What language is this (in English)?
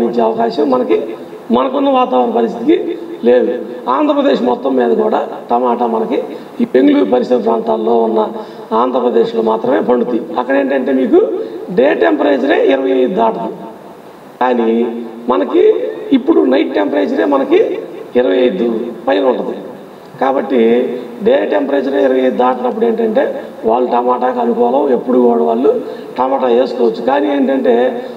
Telugu